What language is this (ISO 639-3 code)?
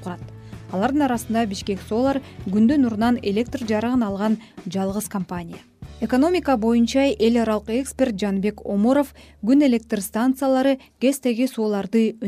kir